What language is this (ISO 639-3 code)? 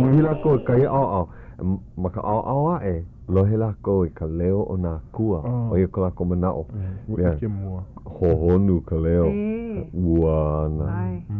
haw